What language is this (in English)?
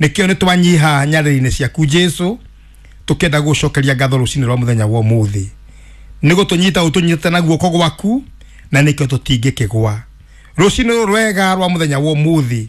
Kikuyu